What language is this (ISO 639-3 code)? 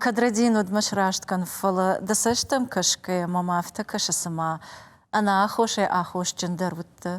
oss